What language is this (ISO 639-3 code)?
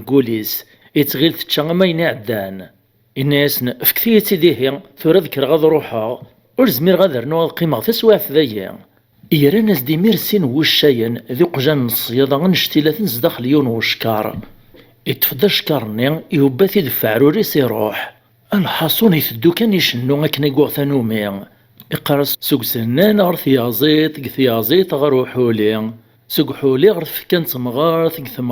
kab